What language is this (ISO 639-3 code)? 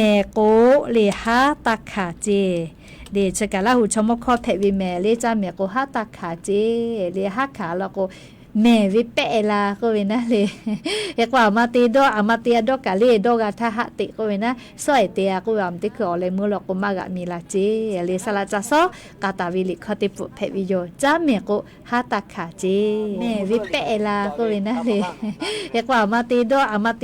lhu